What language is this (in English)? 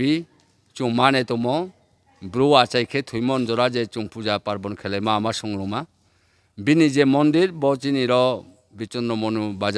Riang (India)